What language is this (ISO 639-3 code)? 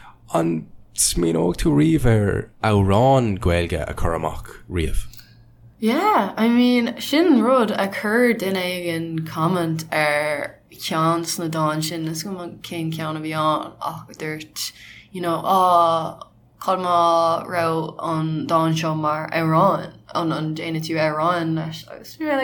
gle